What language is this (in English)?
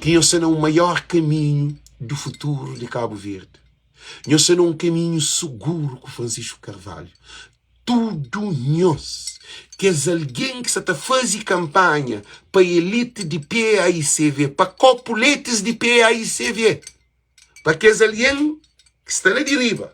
Kabuverdianu